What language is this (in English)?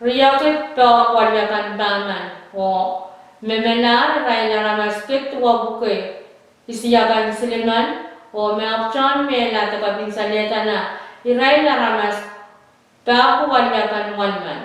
Pohnpeian